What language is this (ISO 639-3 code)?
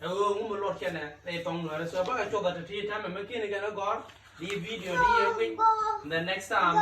nus